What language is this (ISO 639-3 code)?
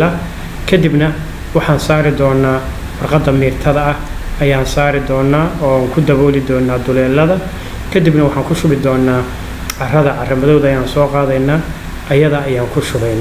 som